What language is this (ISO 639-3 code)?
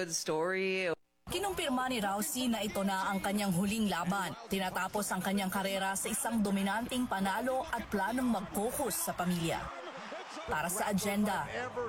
fil